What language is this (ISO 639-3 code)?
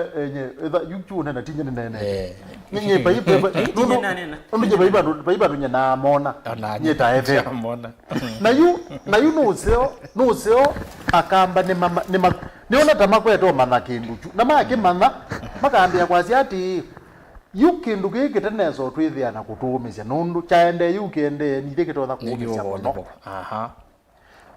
kam